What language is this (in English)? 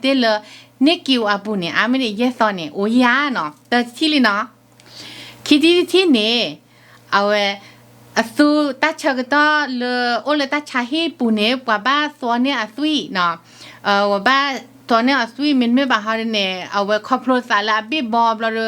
S'gaw Karen